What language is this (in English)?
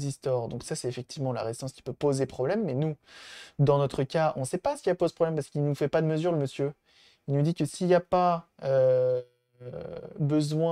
French